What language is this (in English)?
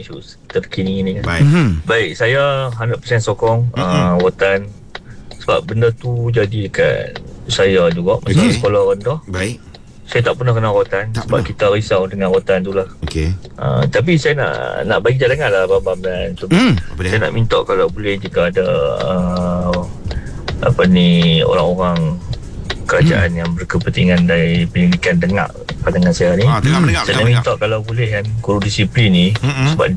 Malay